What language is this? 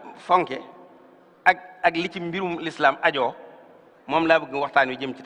Wolof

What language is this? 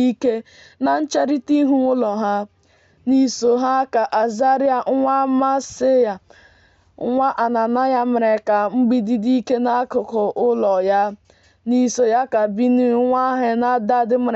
Igbo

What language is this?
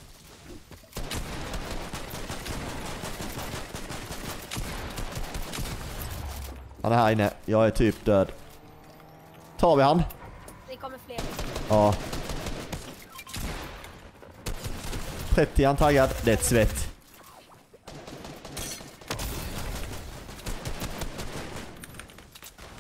Swedish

